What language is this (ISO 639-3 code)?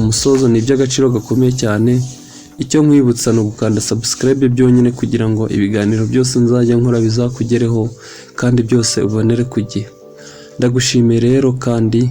kin